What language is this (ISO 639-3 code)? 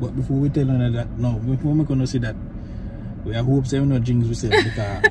jam